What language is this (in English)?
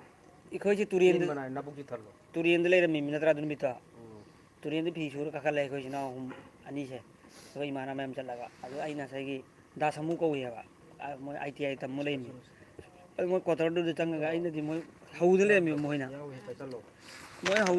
Manipuri